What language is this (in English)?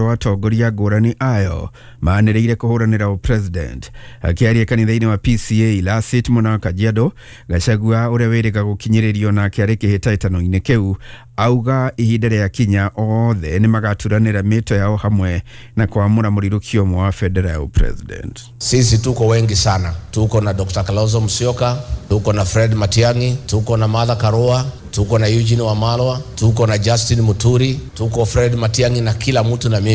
Kikuyu